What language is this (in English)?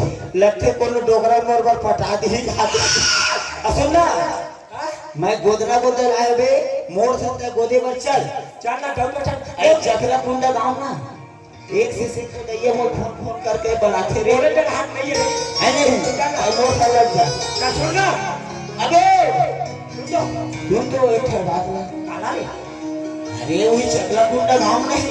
Chhattisgarhi